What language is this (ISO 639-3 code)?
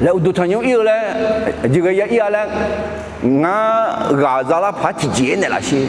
ahk